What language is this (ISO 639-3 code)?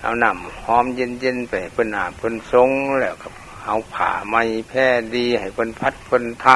lao